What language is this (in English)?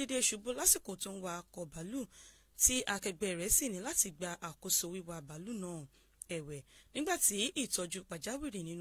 Yoruba